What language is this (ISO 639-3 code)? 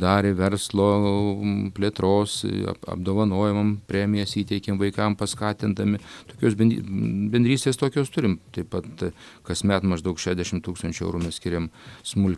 lit